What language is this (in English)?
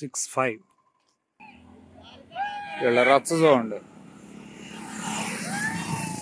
Telugu